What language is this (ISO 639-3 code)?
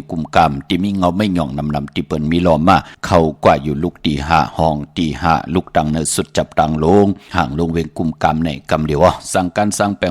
shn